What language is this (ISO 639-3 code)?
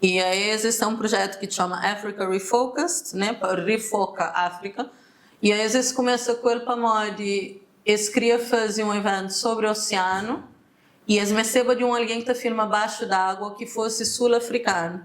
kea